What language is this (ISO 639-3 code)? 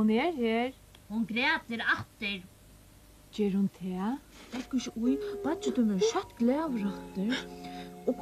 fao